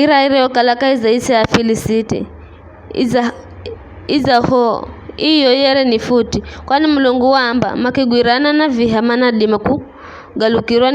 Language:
Giryama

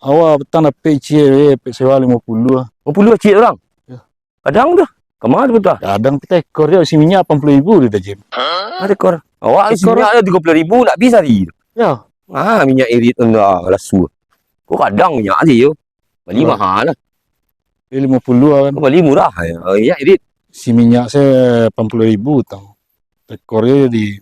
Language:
Minangkabau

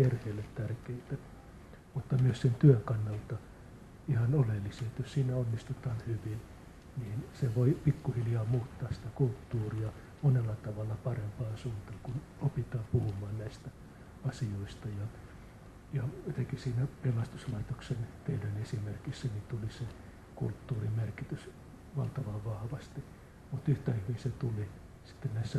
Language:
Finnish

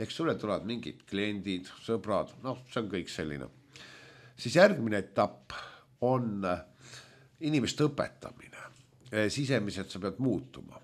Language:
Estonian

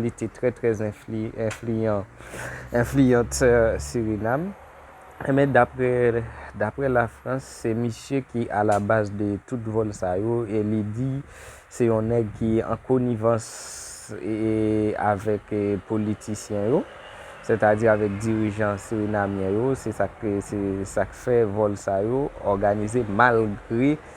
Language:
Haitian Creole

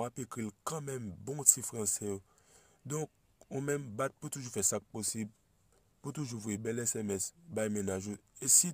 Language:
Haitian Creole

